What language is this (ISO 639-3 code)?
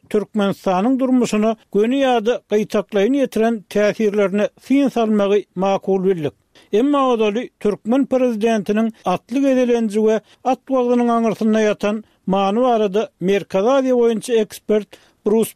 tuk